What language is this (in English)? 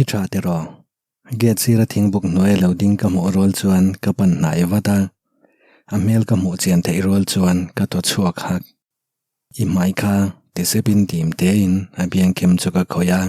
Mizo